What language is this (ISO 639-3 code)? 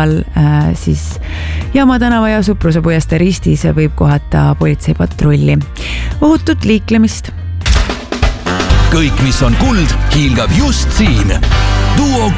est